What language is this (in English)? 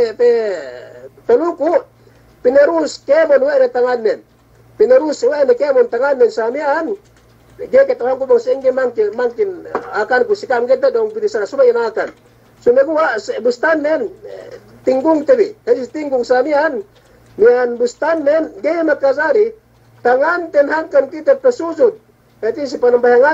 Yakan